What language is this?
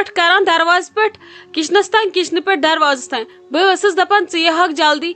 Kashmiri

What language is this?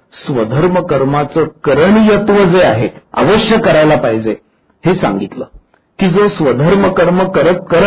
Marathi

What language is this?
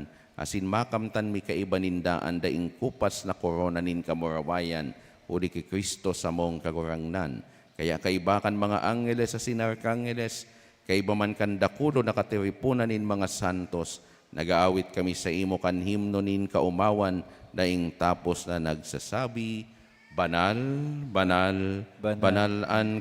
Bikol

